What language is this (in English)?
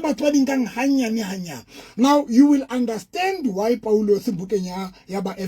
Southern Sotho